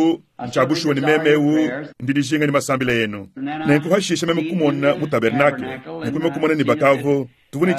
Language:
Luba-Lulua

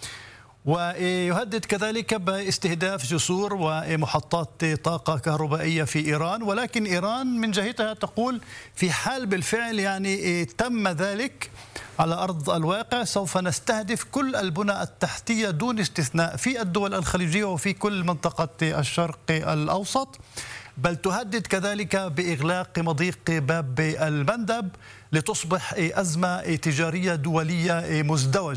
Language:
Arabic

